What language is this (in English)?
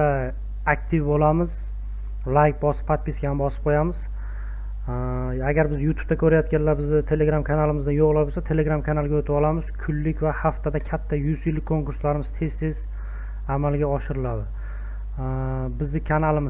Uzbek